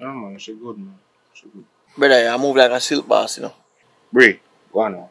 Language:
Jamaican Creole English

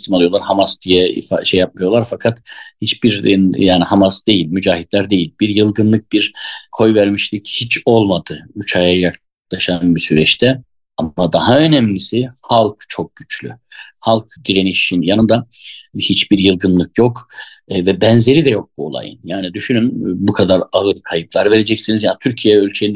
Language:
Turkish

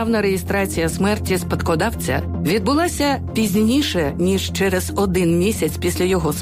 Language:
Ukrainian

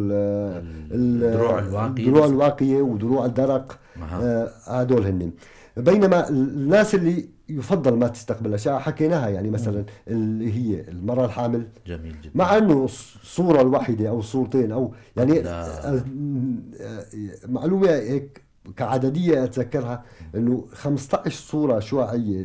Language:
North Levantine Arabic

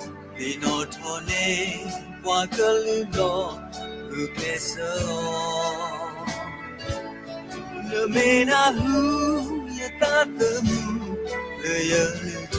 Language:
S'gaw Karen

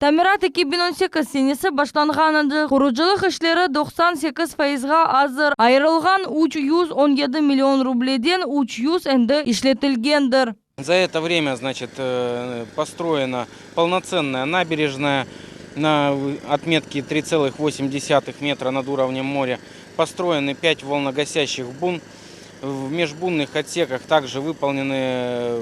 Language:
Crimean Tatar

